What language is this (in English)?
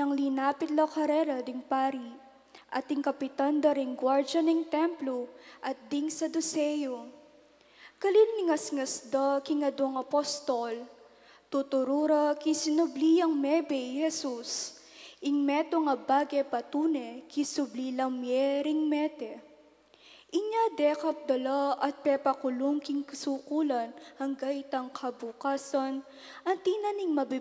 Pampanga